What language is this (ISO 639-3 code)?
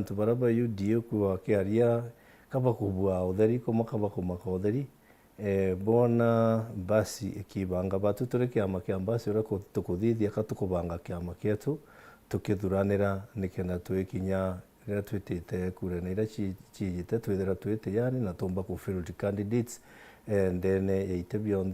mer